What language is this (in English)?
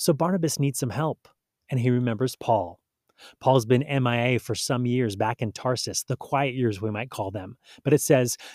English